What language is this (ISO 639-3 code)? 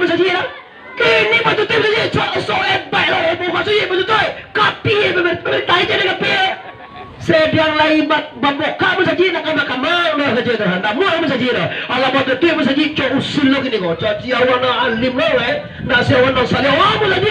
min